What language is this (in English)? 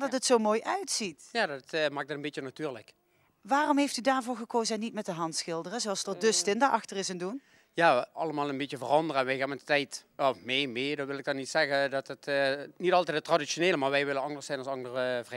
Limburgish